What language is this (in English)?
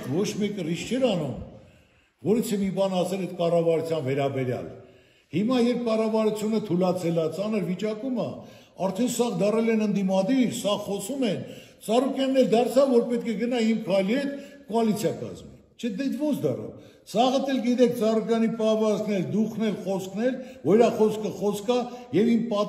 Armenian